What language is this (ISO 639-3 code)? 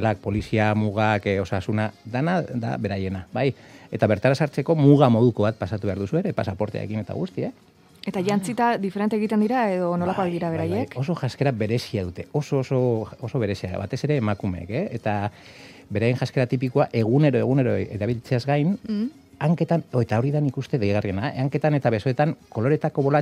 eus